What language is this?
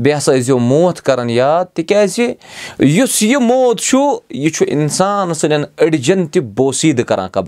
Kashmiri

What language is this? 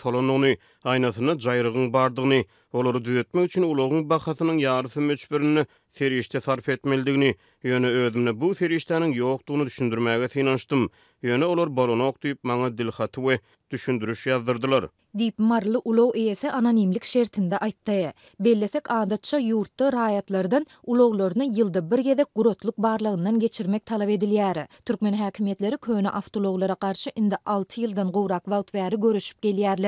Turkmen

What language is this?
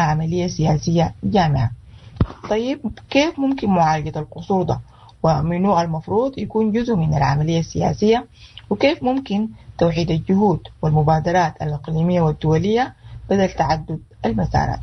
Sudanese Arabic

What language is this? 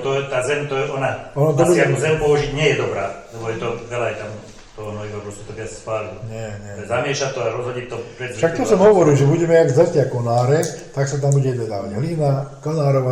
Slovak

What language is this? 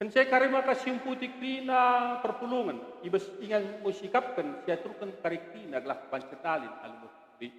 Batak Karo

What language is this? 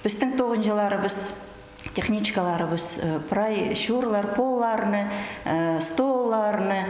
Khakas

